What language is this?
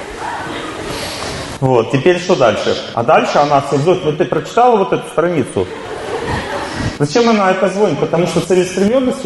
Russian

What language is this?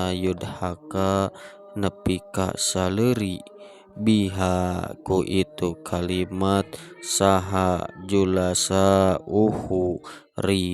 Sundanese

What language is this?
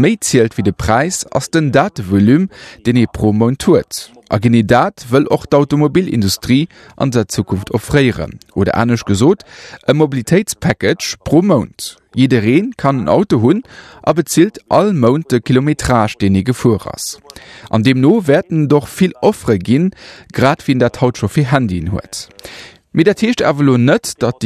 Luxembourgish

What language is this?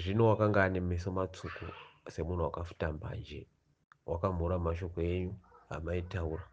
Shona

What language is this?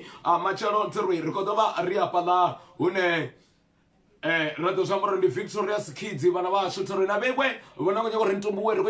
Venda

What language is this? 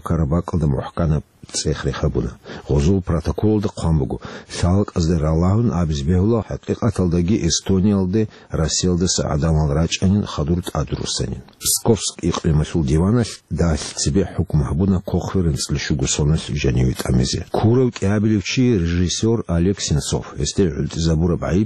Avaric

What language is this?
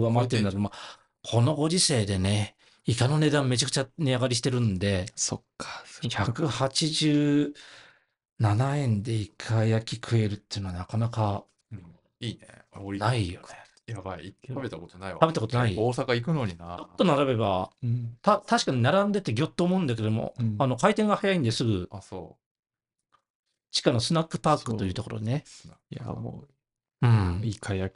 Japanese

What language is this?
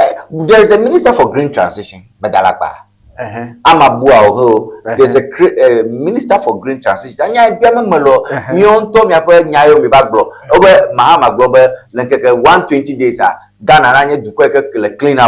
Ewe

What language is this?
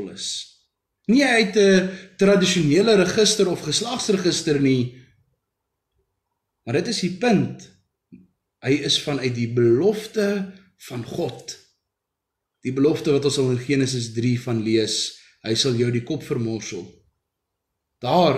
Afrikaans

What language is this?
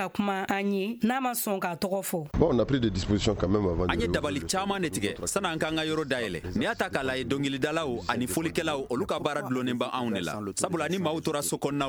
Bambara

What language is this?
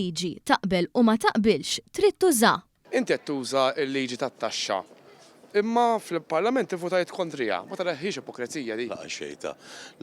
Maltese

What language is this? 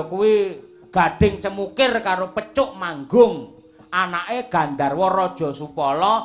Javanese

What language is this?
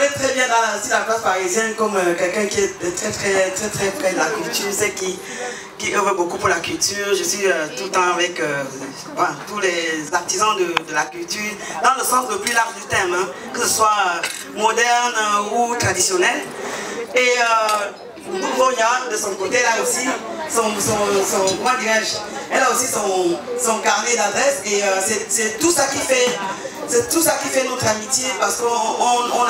French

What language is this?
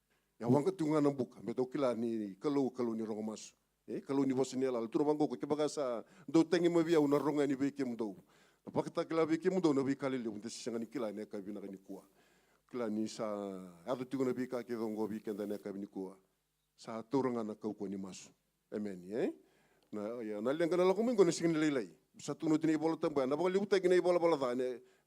Fijian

